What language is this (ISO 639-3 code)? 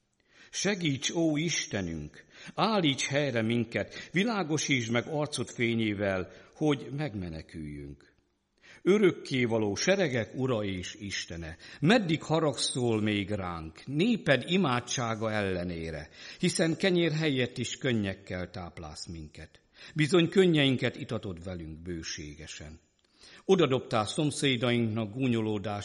hun